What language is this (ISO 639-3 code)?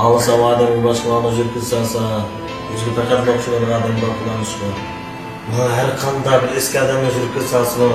uig